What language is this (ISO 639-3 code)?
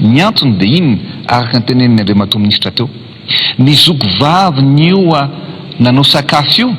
mlg